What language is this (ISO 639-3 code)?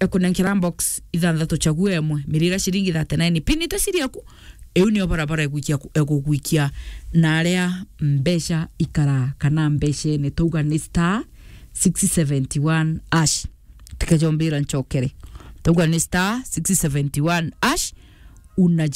mer